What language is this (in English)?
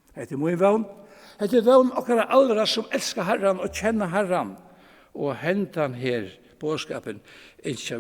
Faroese